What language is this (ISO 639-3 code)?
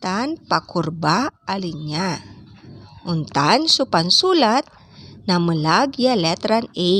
pag